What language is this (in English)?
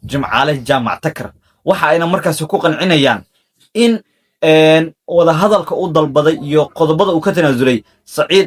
Somali